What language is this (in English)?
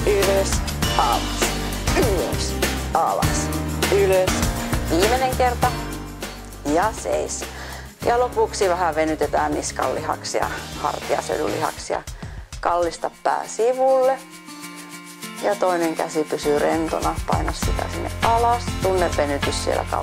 Finnish